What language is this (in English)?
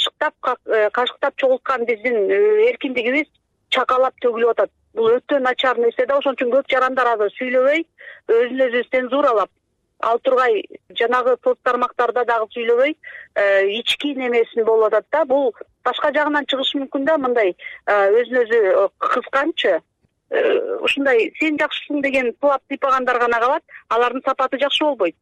Kyrgyz